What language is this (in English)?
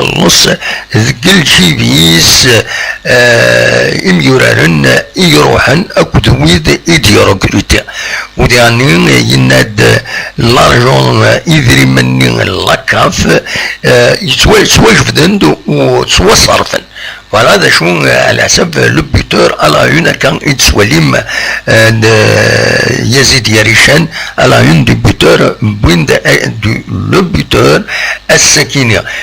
Kabyle